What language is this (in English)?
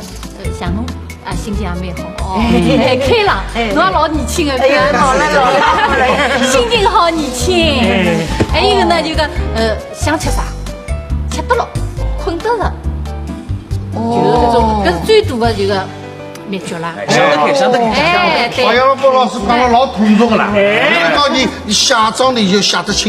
Wu Chinese